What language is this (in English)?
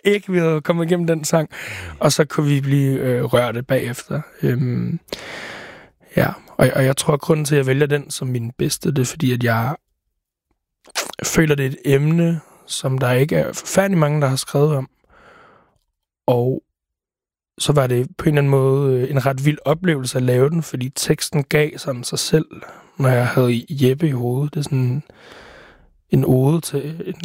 Danish